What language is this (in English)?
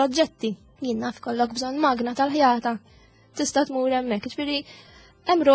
Maltese